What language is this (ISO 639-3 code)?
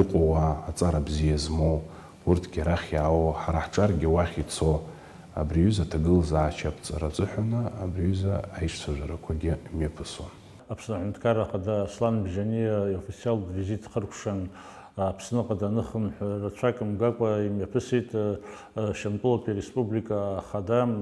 abk